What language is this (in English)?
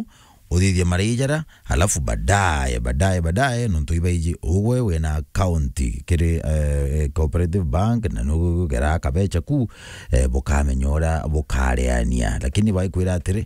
Meru